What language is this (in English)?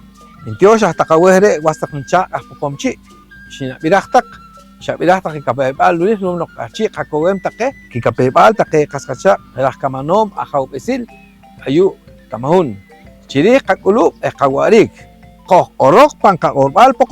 Poqomchi'